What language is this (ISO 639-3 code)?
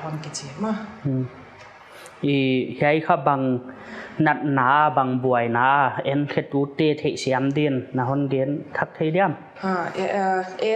pck